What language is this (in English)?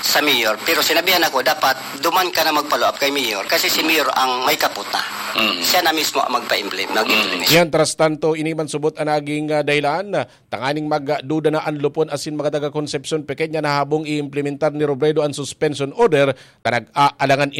Bikol